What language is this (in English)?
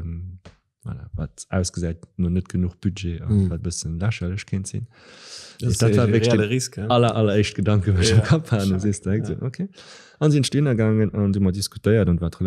Luxembourgish